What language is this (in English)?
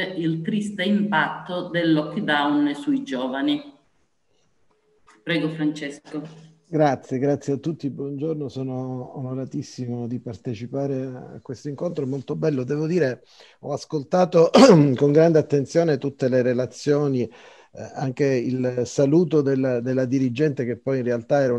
Italian